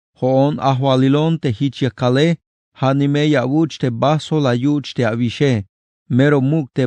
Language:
Tzeltal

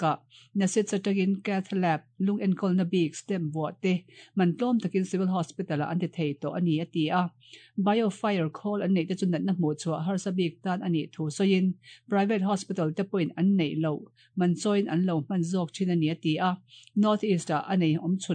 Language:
Mizo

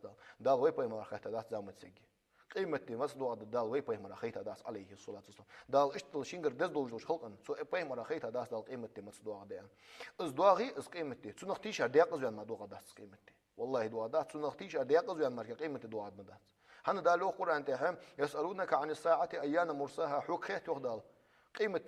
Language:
Ingush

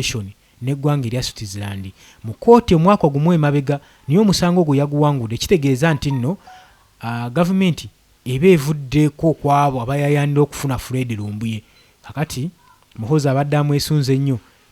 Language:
Ganda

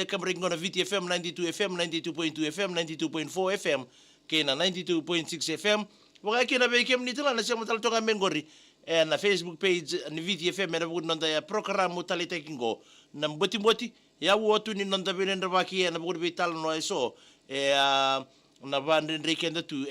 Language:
Fijian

